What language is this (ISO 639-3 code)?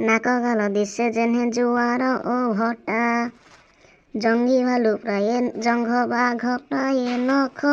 ori